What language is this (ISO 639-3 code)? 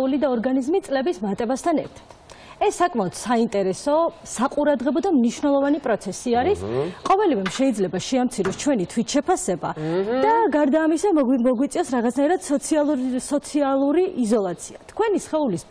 kat